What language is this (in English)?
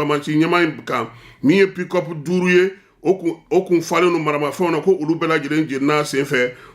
Bambara